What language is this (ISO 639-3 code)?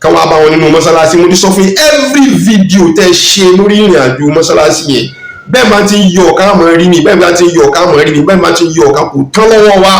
yor